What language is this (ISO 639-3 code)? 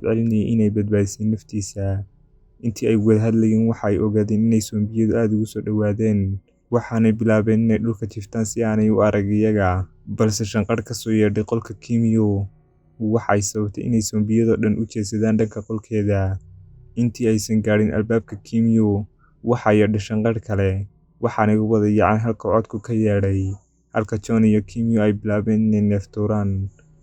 som